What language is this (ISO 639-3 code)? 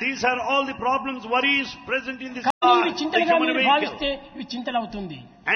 tel